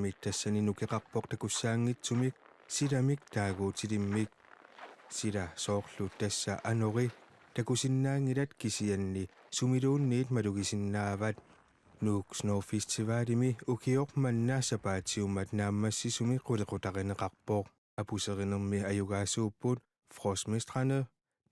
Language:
Kalaallisut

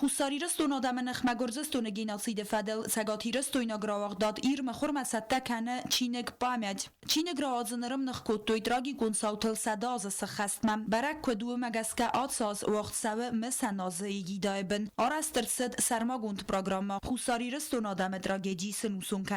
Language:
Ossetic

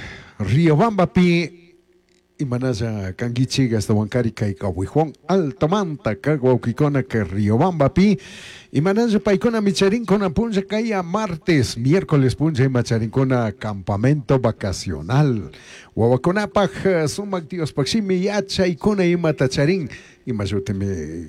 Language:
Chimborazo Highland Quichua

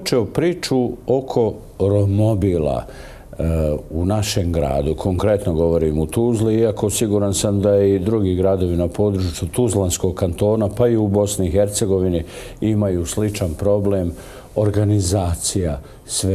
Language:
Bosnian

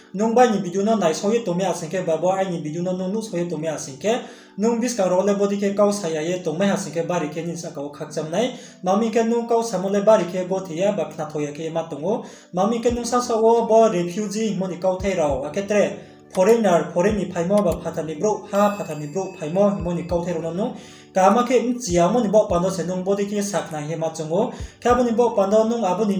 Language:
Riang (India)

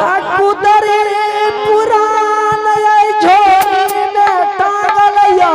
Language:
Angika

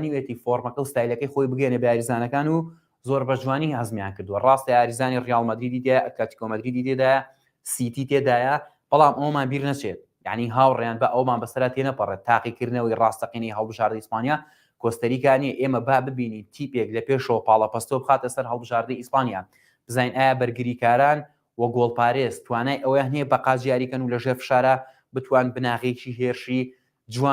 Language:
Central Kurdish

